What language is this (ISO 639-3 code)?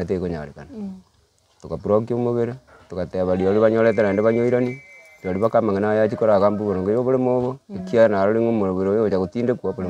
guz